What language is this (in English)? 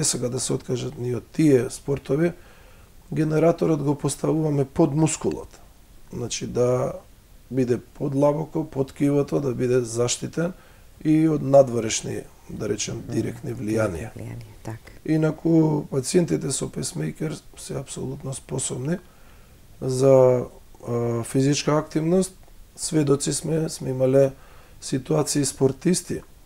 Macedonian